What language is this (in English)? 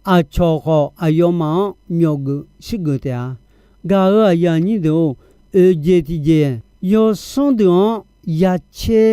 Akha